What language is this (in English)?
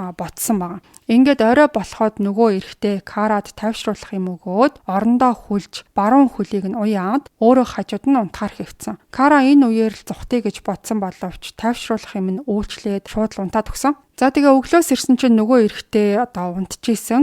Mongolian